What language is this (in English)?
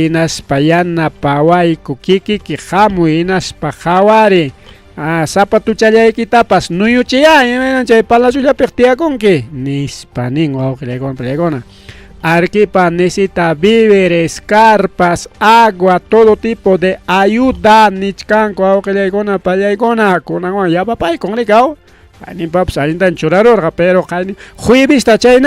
Ayacucho Quechua